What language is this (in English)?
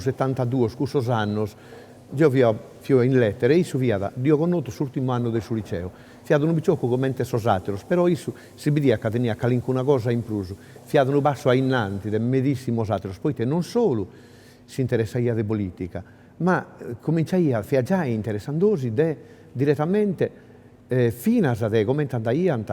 Sardinian